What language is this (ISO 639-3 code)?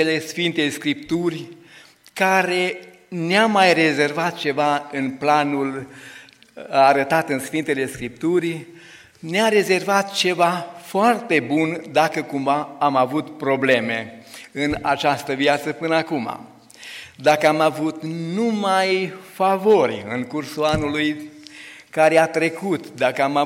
ron